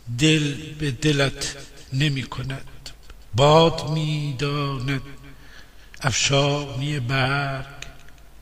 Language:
Gilaki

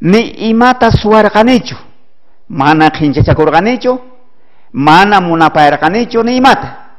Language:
South Bolivian Quechua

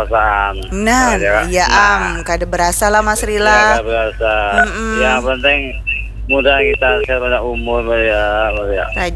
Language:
Banjar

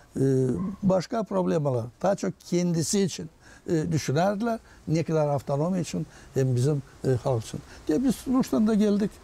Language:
Gagauz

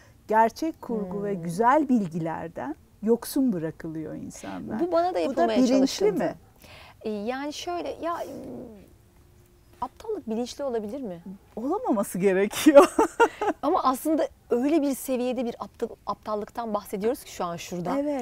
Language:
Turkish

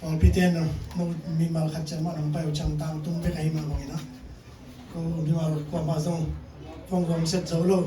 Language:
Tedim Chin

